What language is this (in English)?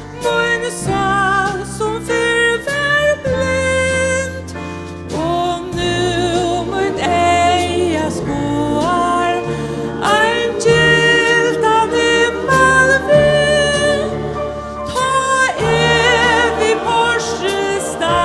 Faroese